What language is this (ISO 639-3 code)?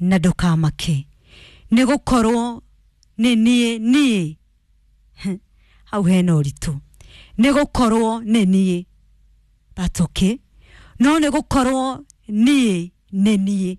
kik